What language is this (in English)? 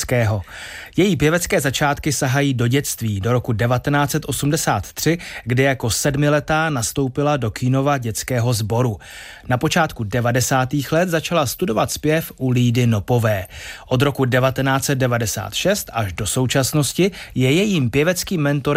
Czech